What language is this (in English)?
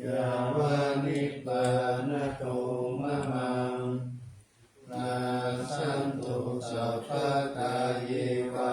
Pali